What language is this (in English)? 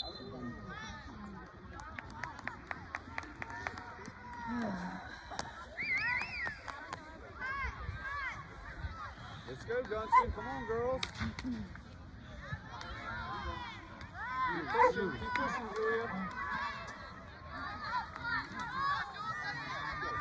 English